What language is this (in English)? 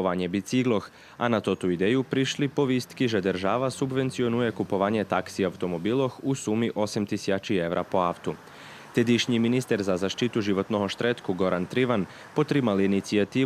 Rusyn